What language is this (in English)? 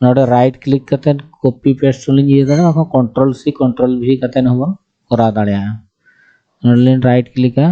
Santali